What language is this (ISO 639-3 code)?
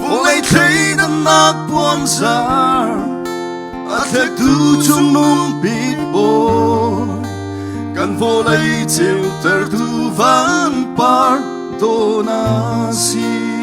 cnh